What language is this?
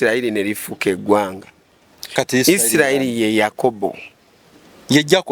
Ganda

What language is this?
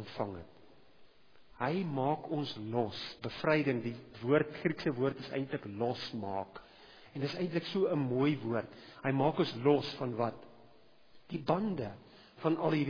Afrikaans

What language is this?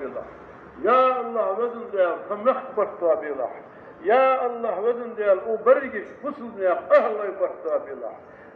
Ingush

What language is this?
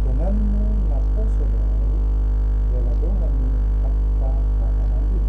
Batak Toba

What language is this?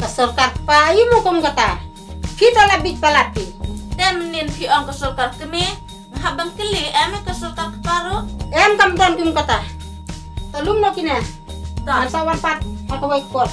Khasi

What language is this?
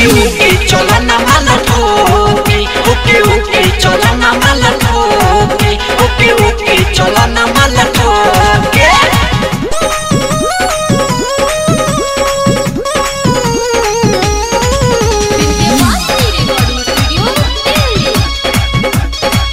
Bhojpuri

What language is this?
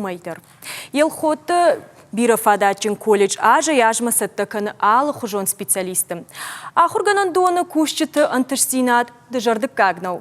Ossetic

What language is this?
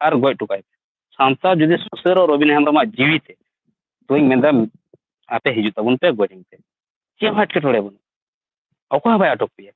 Santali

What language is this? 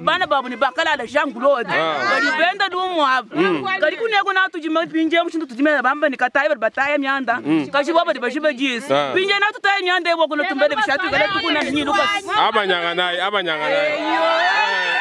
Luba-Lulua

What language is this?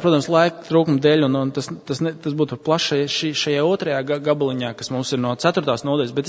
Latvian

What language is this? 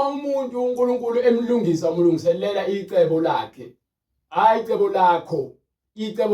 Zulu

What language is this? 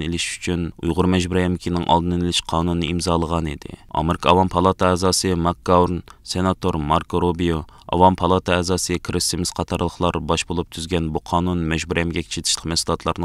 Uyghur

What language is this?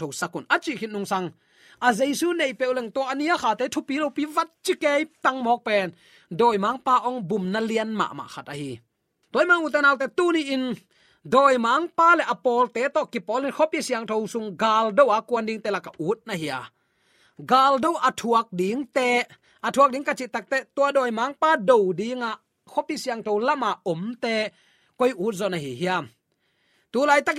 Tedim Chin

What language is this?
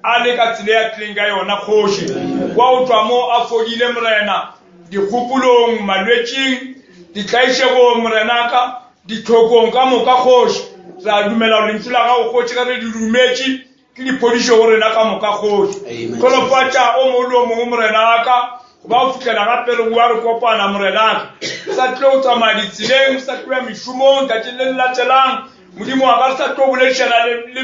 Northern Sotho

